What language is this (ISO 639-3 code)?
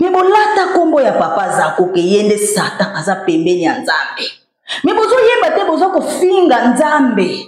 lin